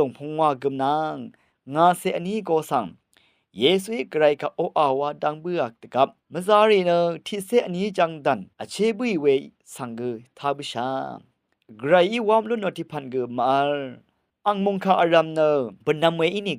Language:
Rawang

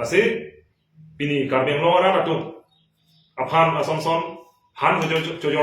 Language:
Karbi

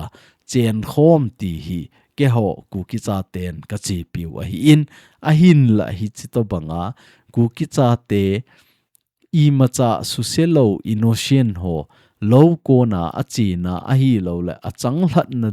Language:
Thado Chin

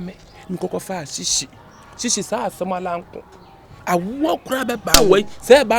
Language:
Akan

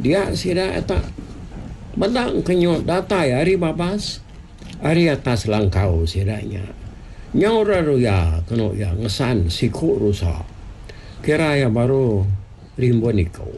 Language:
Iban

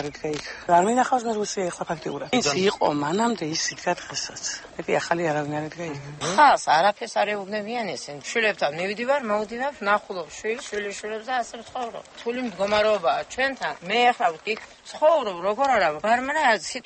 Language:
Georgian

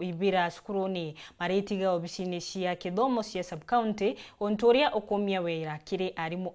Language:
Meru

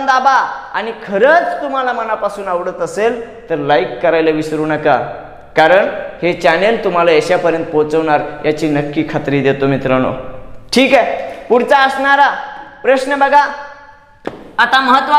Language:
Marathi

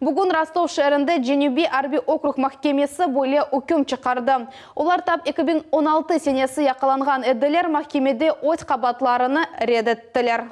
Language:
Crimean Tatar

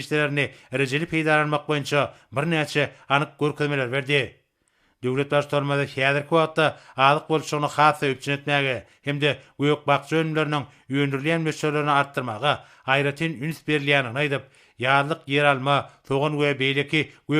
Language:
Turkmen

